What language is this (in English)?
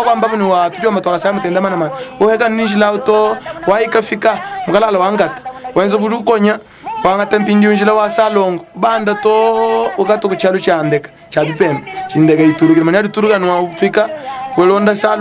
Luba-Lulua